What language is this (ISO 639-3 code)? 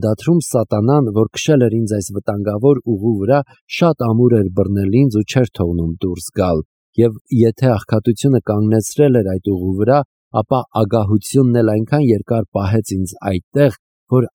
hye